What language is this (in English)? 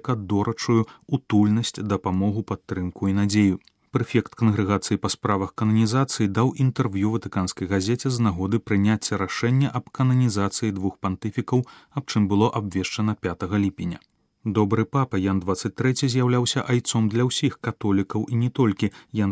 Belarusian